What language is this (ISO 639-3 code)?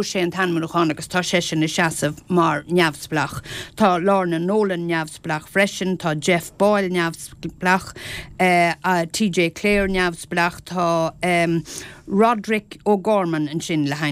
gle